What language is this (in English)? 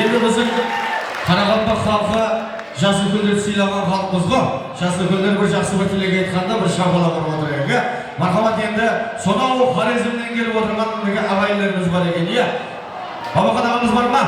Kara-Kalpak